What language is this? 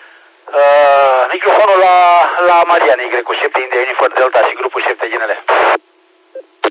Romanian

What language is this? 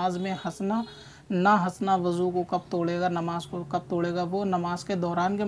Urdu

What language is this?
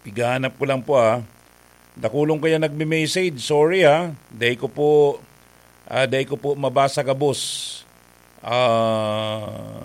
Bikol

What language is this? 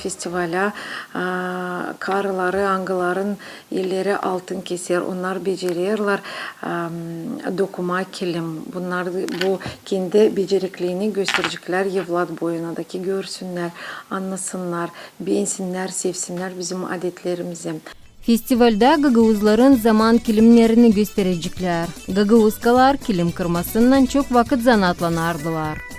Gagauz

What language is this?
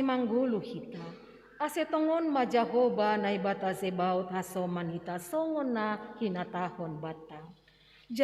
Batak Simalungun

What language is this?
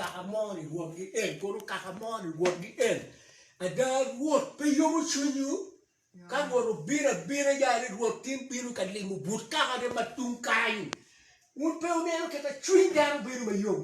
Acoli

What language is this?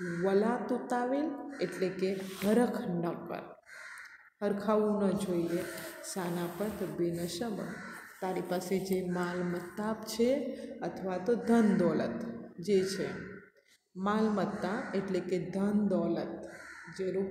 Gujarati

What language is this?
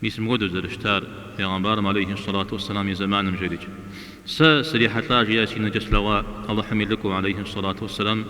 Kabardian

